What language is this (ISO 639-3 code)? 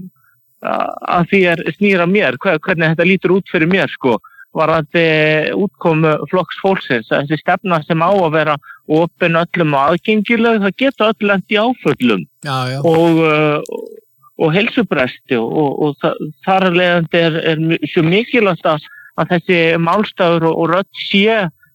isl